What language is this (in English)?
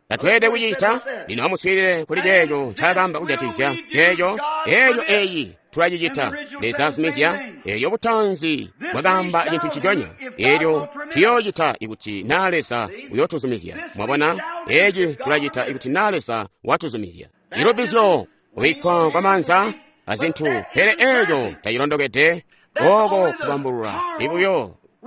Tonga (Zambia)